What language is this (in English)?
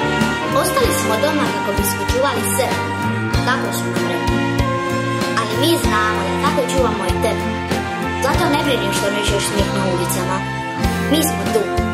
Croatian